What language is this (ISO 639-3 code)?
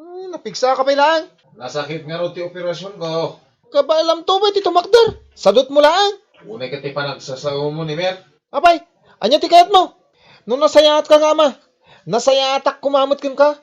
ilo